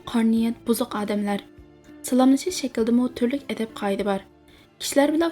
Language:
Uyghur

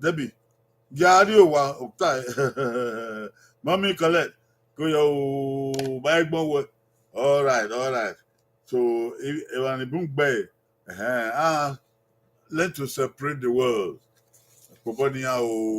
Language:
Bini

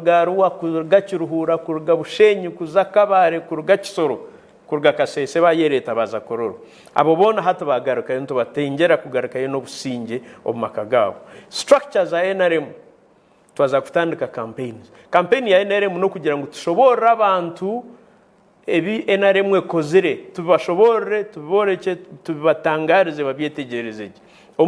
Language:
Nyankole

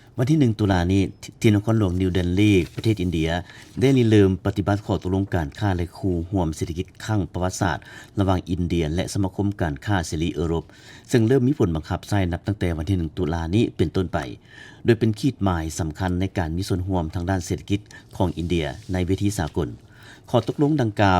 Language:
Lao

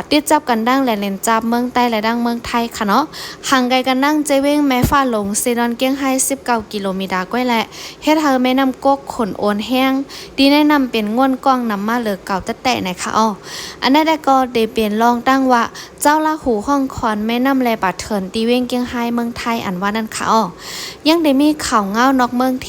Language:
Shan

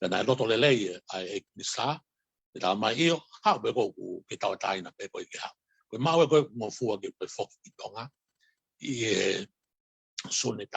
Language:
Tongan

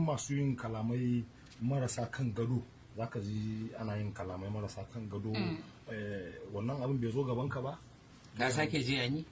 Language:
Hausa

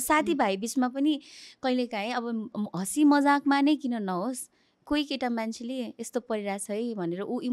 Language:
Nepali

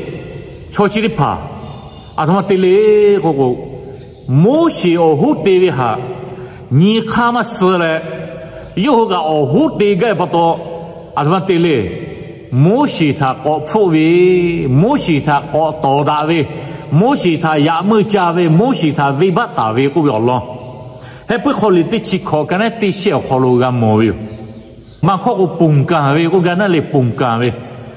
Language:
Lahu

